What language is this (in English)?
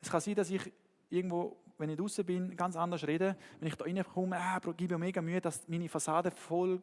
Swiss German